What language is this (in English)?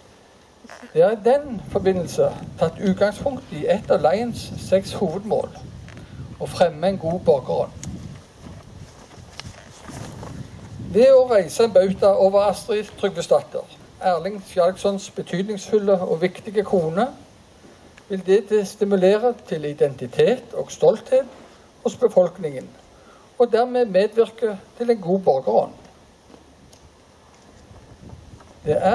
Norwegian